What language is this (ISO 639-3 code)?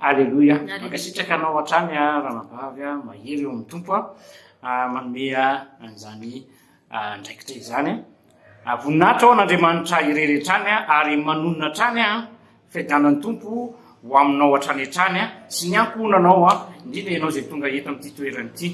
mlg